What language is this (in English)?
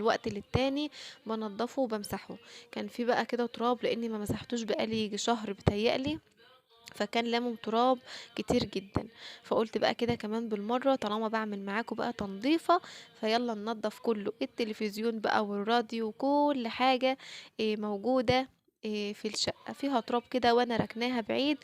Egyptian Arabic